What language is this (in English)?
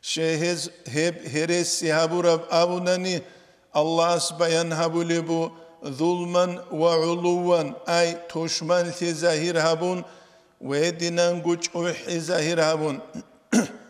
Avaric